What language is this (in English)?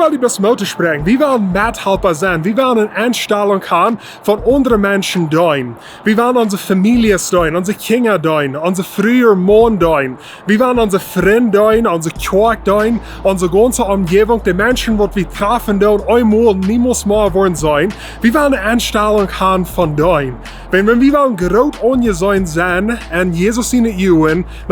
Plautdietsch